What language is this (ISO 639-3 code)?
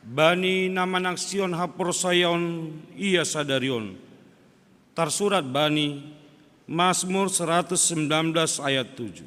bts